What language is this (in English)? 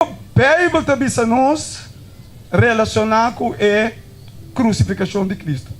Papiamento